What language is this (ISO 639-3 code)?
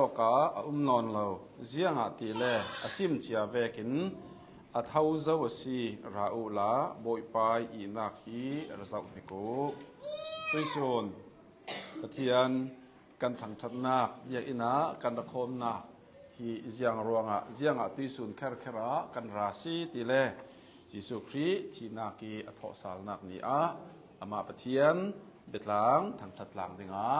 cnh